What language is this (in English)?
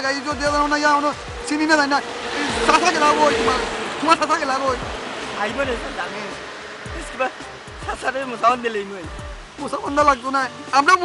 Sylheti